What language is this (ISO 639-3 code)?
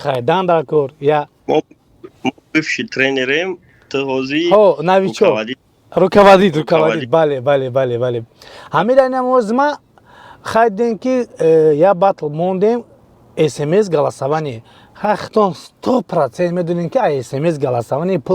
tgk